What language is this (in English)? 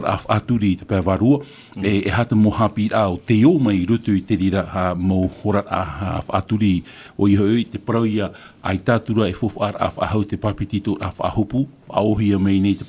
Tahitian